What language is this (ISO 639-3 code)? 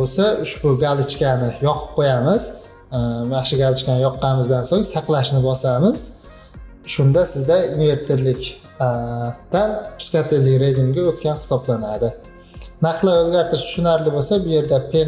uzb